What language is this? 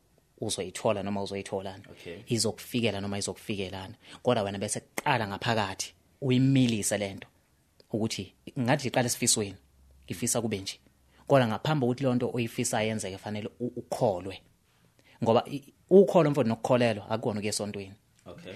Zulu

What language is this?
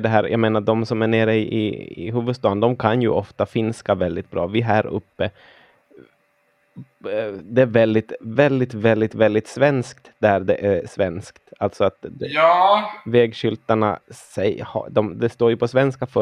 Swedish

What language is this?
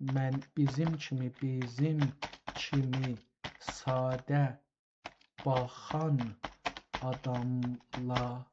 South Azerbaijani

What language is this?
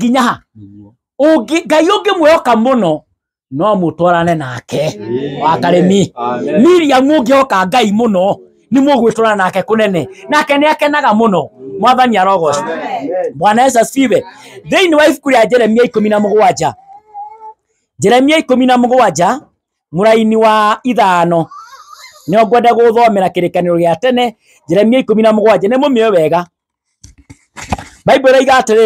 Kikuyu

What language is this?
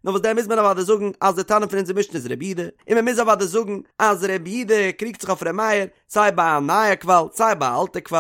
Yiddish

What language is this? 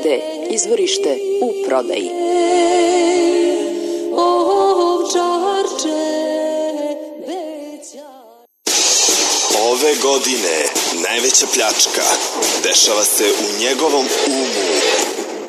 Serbian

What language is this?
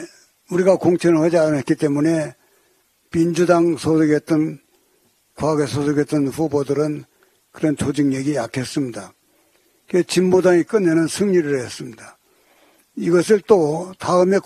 Korean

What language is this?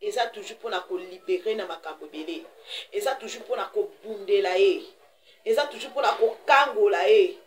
Lingala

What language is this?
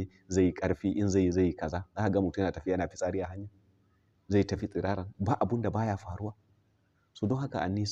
Hausa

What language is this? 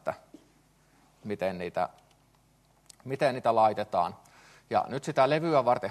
Finnish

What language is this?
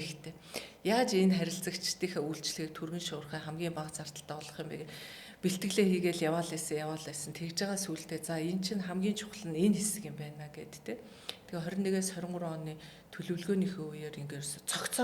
Mongolian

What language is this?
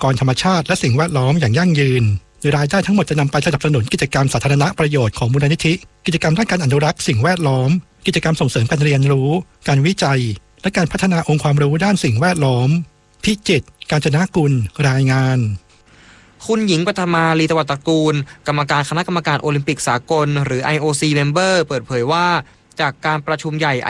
Thai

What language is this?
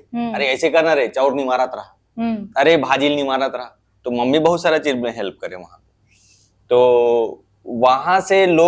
Chhattisgarhi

